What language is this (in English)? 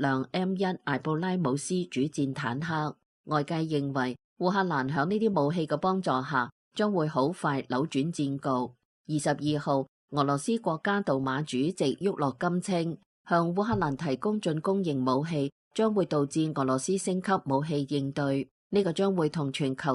Cantonese